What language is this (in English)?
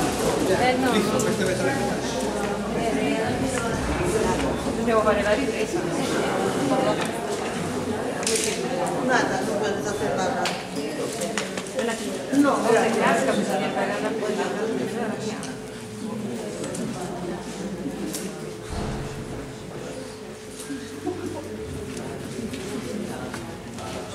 Italian